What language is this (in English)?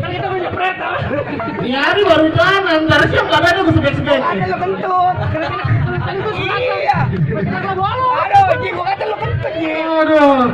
Betawi